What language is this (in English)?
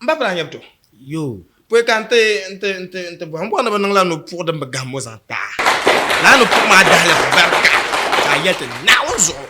Dagbani